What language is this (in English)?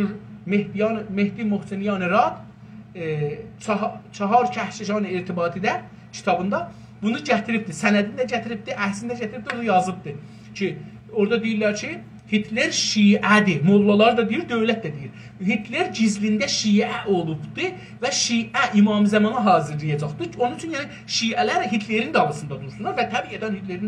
South Azerbaijani